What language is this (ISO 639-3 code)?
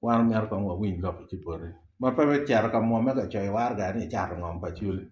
ach